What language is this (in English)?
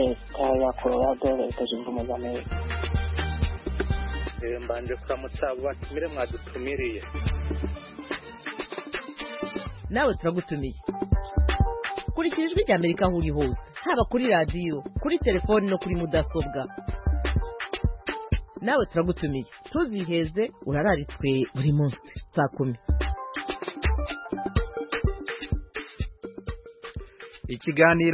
Kinyarwanda